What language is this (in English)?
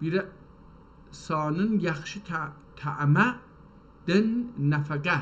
South Azerbaijani